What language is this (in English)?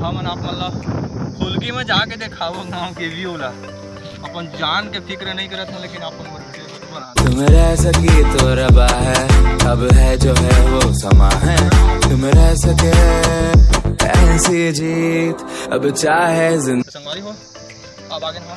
Chhattisgarhi